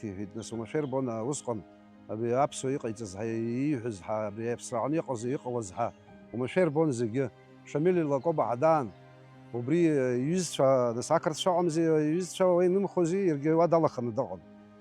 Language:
Abkhazian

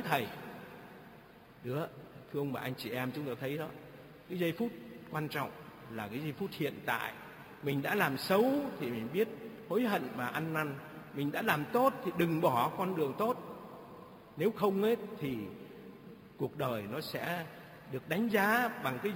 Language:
Vietnamese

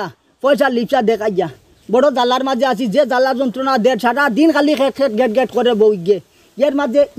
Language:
Sylheti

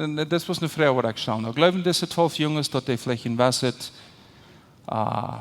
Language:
Plautdietsch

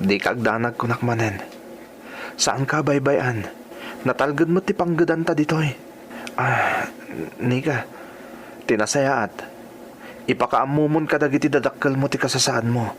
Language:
Iloko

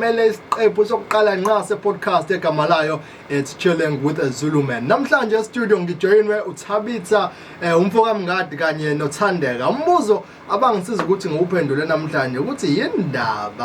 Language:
Zulu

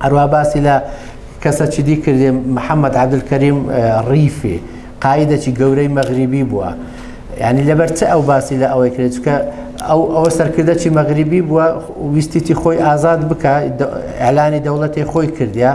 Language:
Kurdish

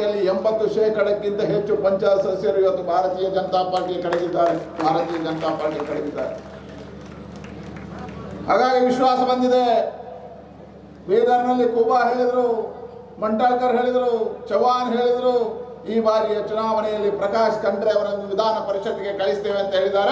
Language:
Kannada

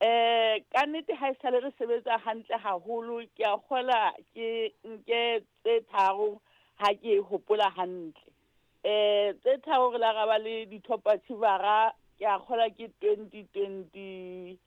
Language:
Southern Sotho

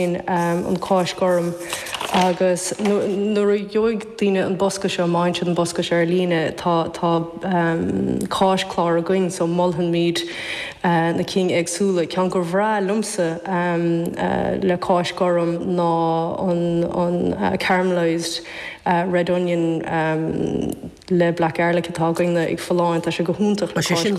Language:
Irish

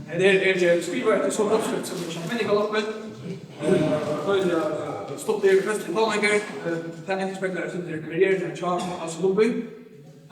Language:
Faroese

